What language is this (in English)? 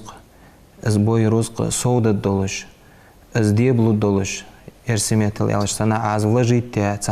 Ingush